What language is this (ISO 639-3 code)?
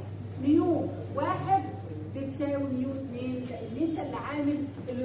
arz